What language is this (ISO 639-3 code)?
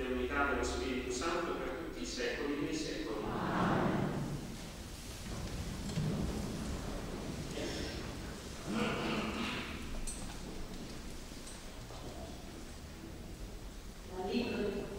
ita